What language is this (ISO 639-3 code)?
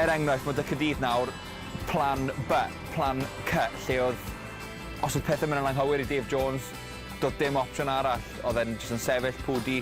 cym